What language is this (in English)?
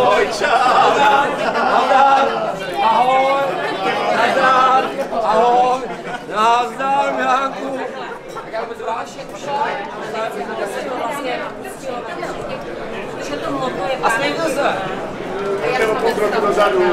Czech